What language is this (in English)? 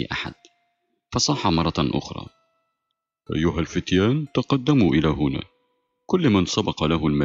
Arabic